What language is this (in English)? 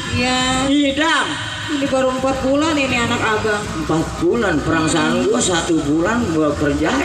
Betawi